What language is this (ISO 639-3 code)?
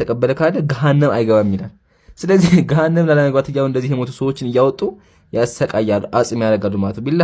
amh